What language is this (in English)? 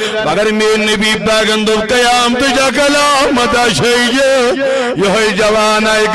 Kashmiri